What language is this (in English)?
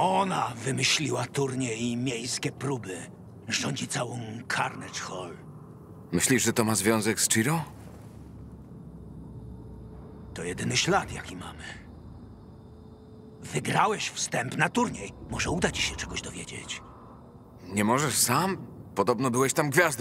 Polish